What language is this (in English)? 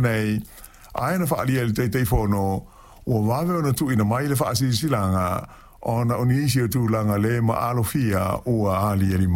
Samoan